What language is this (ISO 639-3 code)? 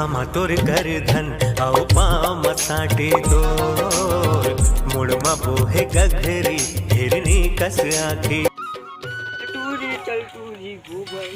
hne